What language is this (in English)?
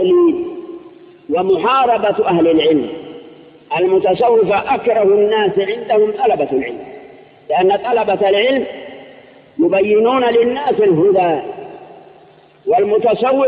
Arabic